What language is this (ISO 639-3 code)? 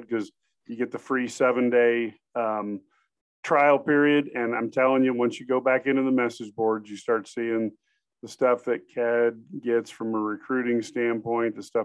eng